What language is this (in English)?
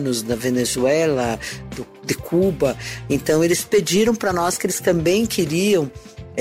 Portuguese